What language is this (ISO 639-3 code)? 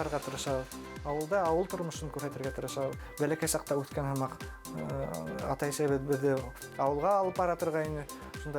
bak